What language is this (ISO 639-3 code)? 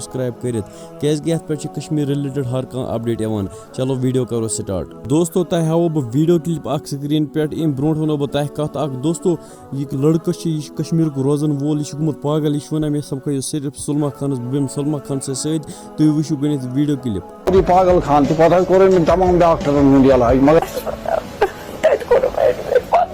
kas